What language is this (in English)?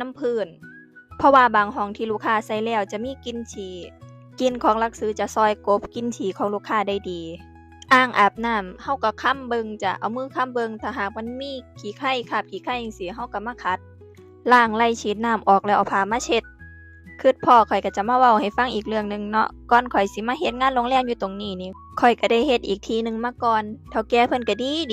Northeastern Thai